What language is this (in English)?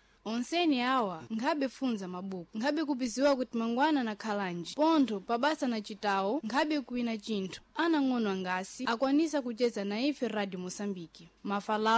Sena